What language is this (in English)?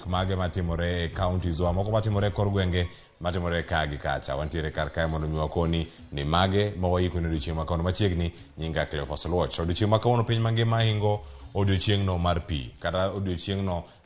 Luo (Kenya and Tanzania)